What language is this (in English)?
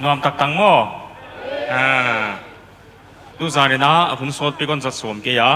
Paite Chin